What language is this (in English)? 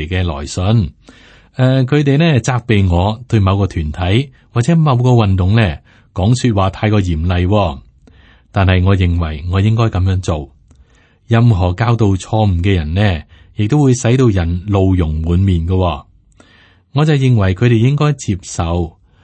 Cantonese